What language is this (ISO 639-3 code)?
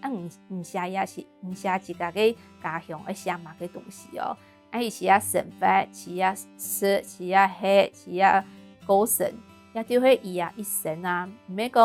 hak